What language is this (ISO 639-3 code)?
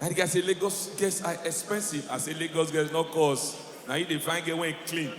pcm